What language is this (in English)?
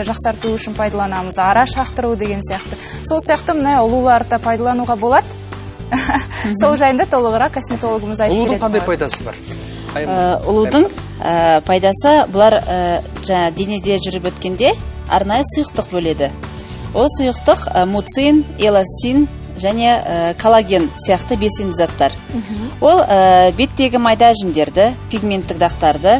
Kazakh